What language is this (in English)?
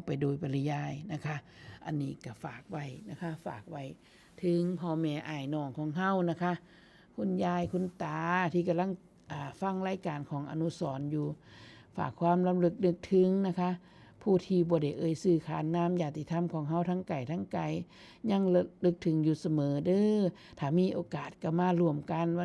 Northeastern Thai